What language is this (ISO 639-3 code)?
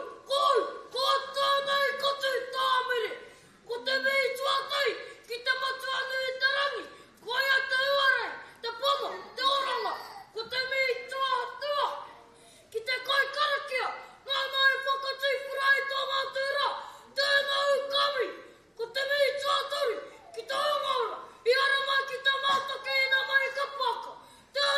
mri